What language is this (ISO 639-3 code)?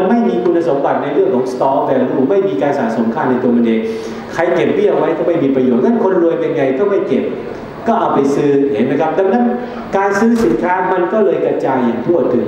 tha